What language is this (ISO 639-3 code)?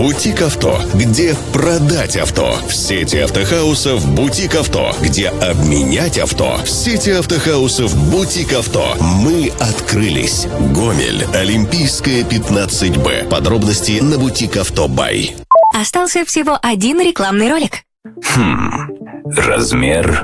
rus